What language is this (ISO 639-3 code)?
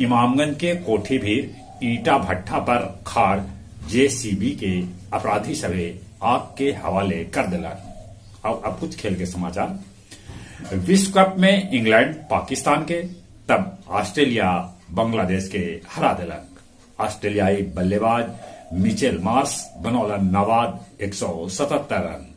mag